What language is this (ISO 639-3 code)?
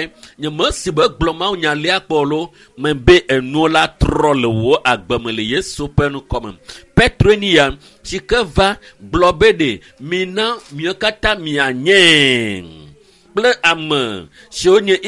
ewe